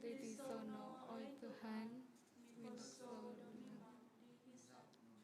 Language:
Central Dusun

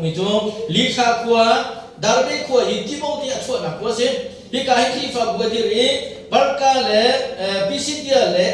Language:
Hakha Chin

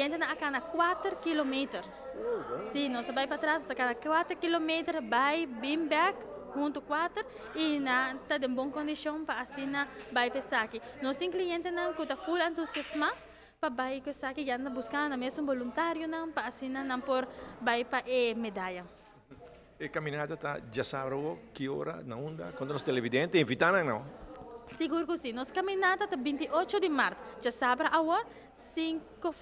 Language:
Papiamento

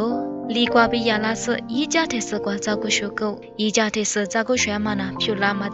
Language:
Lisu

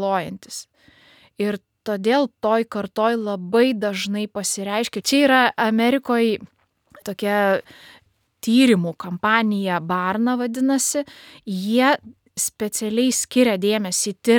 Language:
Lithuanian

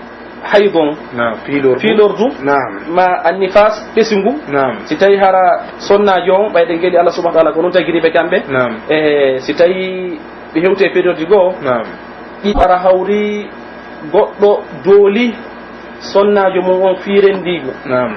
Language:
Pular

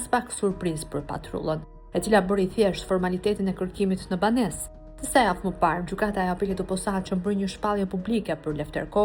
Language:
Albanian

